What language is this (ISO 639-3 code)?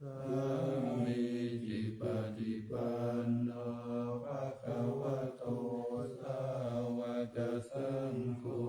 pli